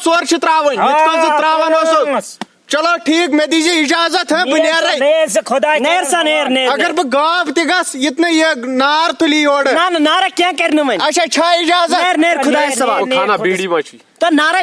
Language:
Kashmiri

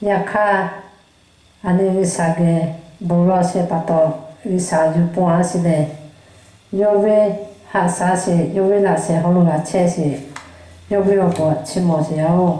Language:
Lahu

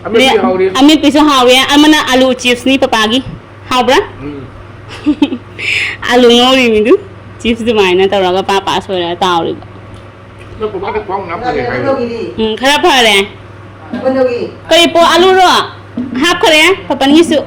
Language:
Manipuri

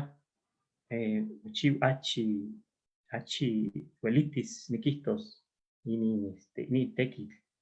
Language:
Eastern Huasteca Nahuatl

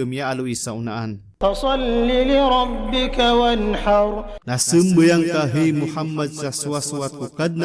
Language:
Maranao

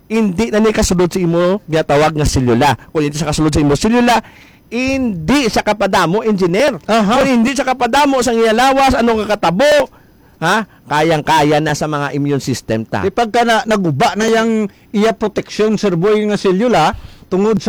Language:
Hiligaynon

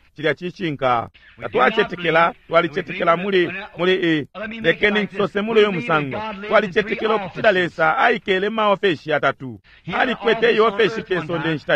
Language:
Bemba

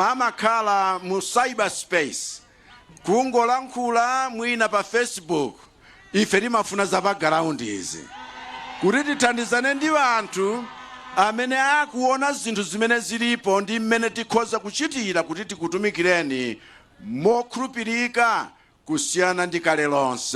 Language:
Nyanja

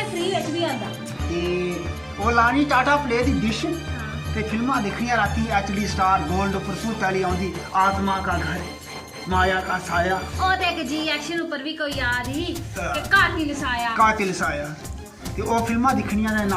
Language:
Dogri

